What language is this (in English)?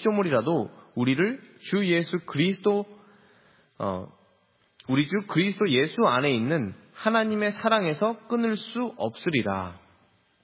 Korean